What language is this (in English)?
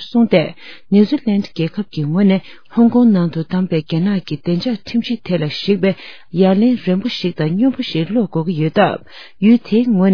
Tibetan